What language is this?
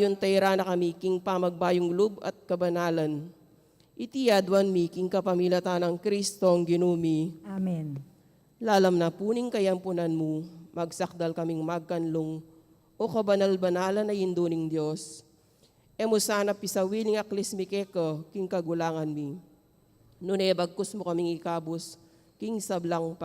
Pampanga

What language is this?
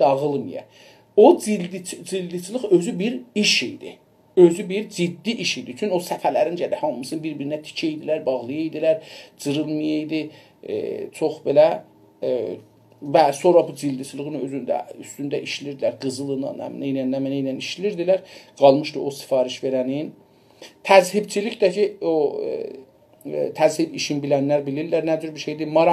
South Azerbaijani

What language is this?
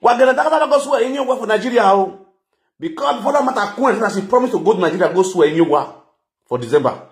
Nigerian Pidgin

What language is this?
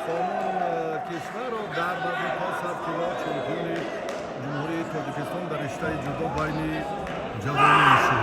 Tajik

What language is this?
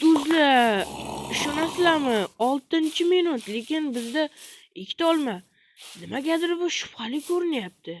Uzbek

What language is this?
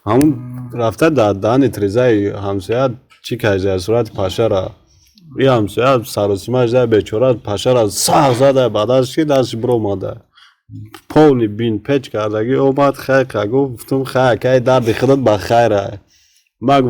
Tajik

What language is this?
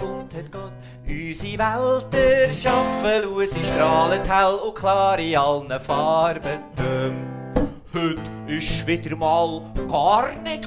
Swiss German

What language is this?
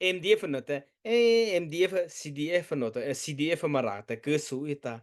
Mara Chin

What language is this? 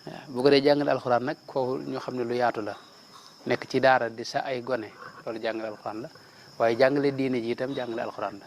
Wolof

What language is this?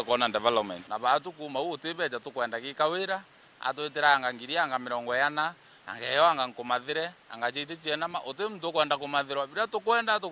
Meru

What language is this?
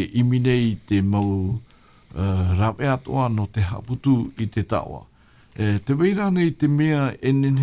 Tahitian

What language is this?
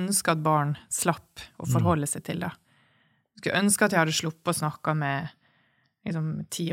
Norwegian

